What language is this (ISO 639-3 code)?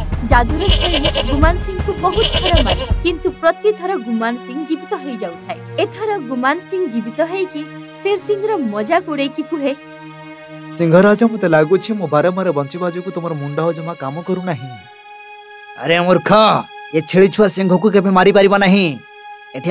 ori